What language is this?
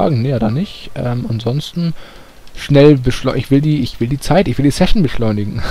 German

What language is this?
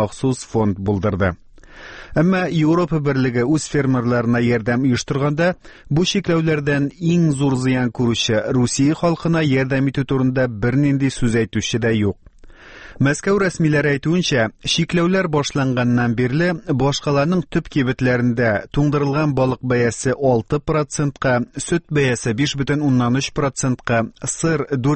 Tatar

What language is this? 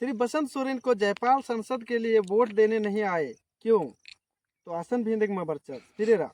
Kurukh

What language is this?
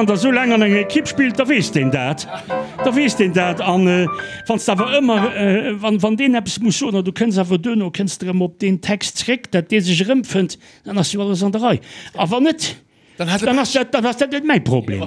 Luxembourgish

